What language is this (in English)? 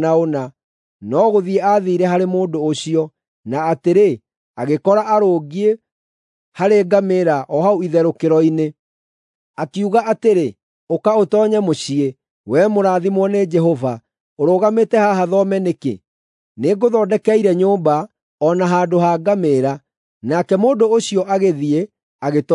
Kikuyu